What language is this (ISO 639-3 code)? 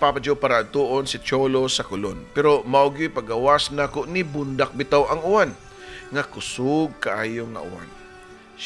ceb